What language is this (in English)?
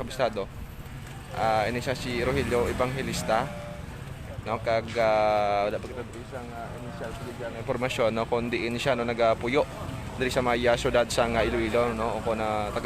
Hiligaynon